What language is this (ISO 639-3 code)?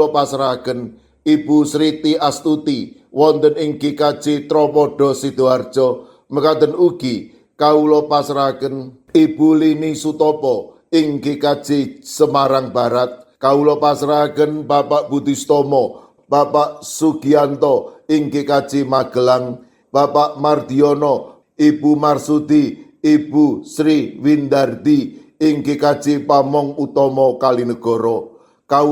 jav